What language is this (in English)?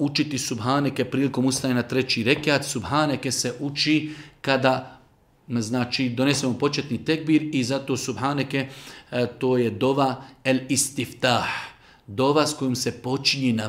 Bosnian